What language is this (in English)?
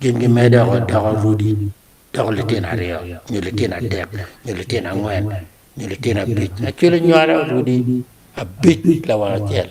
Acoli